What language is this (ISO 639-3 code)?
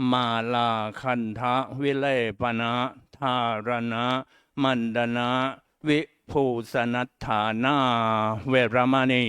pli